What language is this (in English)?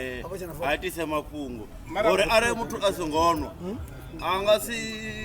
Venda